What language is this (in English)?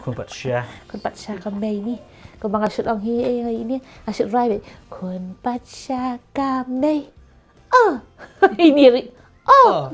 Khasi